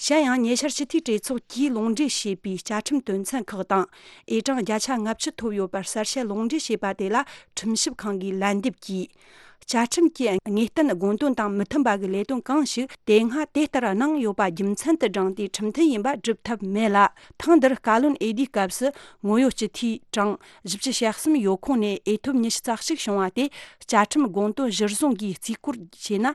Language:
Tibetan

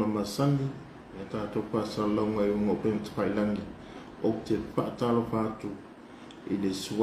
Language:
Samoan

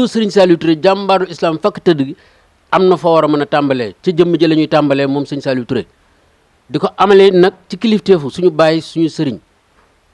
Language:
Wolof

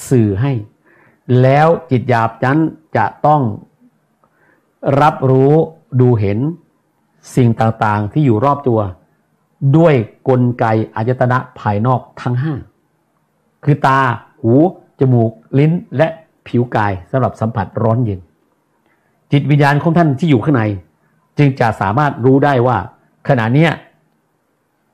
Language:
Thai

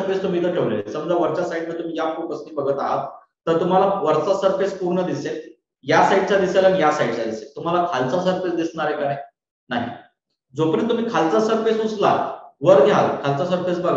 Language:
Marathi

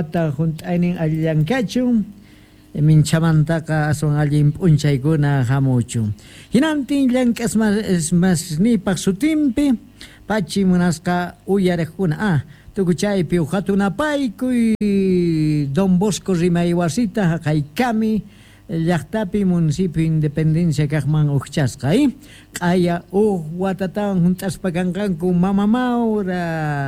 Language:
Quechua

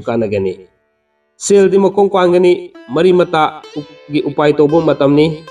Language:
Manipuri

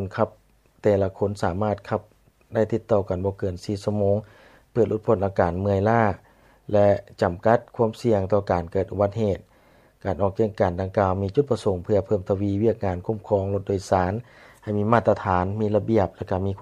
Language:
Lao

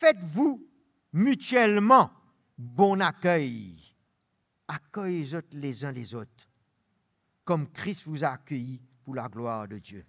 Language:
Morisyen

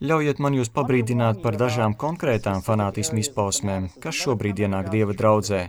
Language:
Latvian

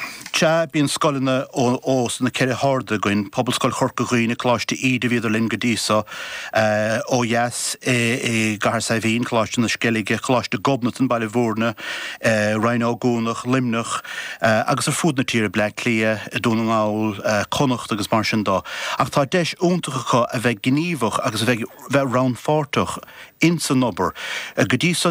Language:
Irish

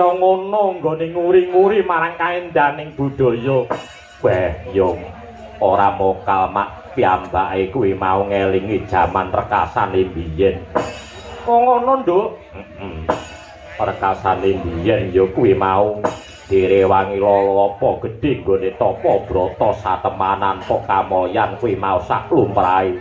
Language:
Javanese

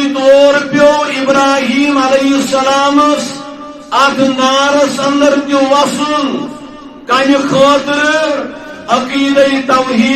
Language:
Kashmiri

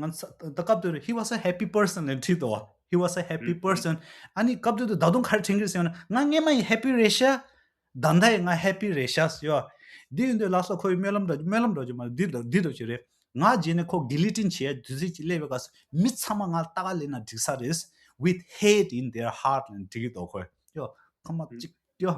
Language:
Tibetan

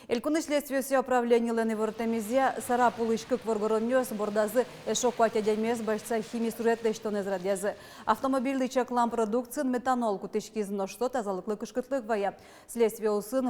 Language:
Udmurt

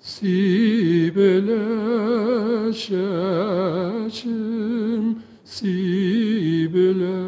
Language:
Tatar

